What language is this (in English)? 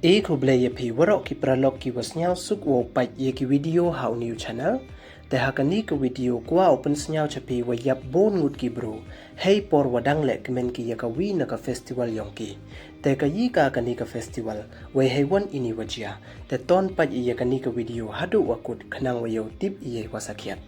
Pnar